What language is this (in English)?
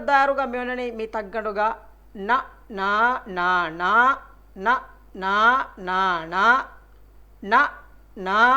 Divehi